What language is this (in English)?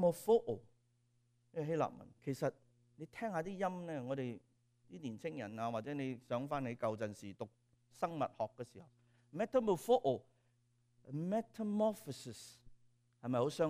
Cantonese